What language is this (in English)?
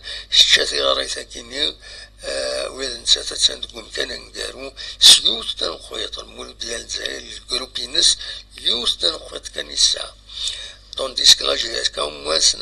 Kabyle